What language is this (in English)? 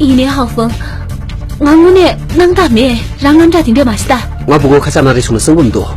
Tibetan